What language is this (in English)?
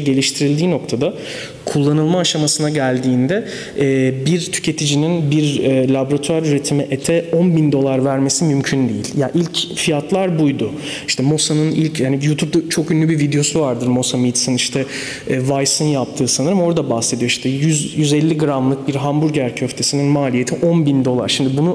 Turkish